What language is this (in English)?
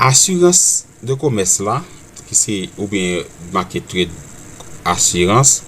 Haitian Creole